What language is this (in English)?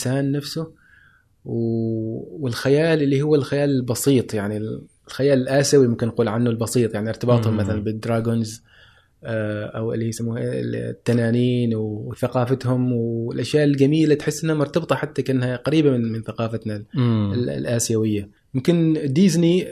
Gulf Arabic